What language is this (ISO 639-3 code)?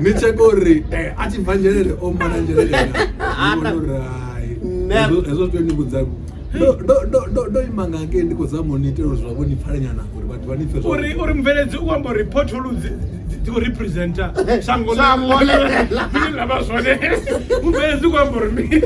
ven